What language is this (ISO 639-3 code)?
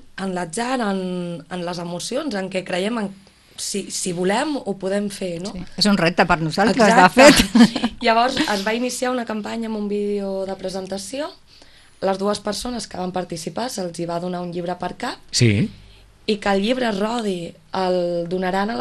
cat